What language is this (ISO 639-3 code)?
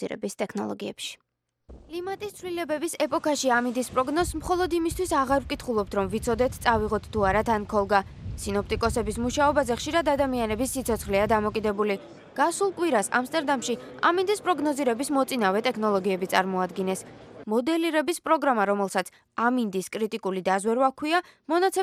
kat